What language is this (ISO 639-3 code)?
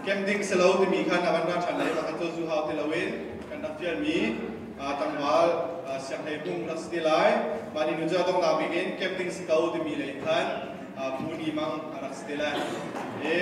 cnh